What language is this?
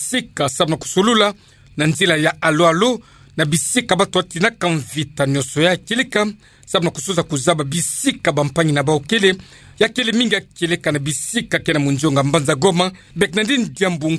Kituba (Democratic Republic of Congo)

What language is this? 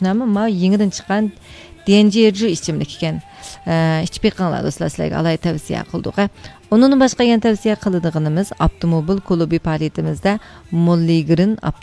Uyghur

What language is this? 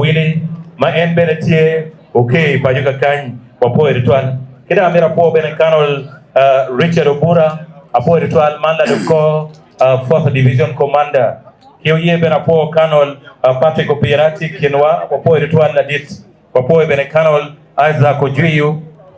Acoli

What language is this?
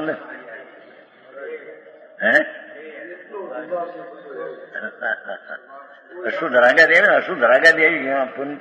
Gujarati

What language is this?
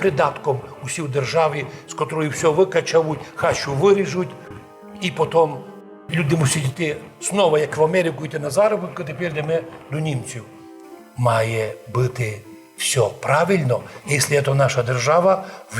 Rusyn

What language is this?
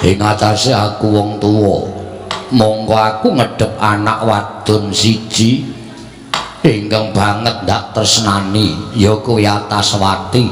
Javanese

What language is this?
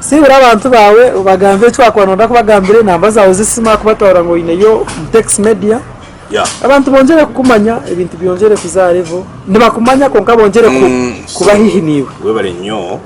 Nyankole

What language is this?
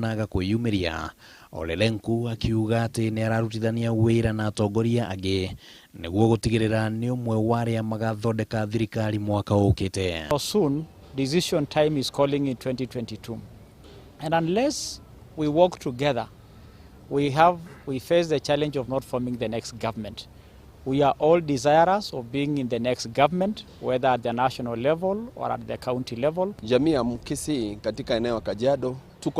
Kikuyu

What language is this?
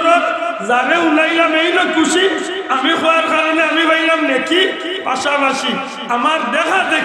Sylheti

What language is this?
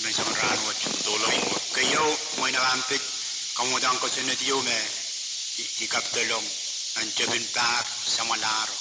Pohnpeian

